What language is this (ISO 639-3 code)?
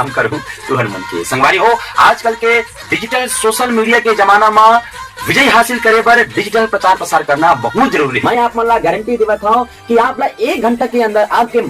hne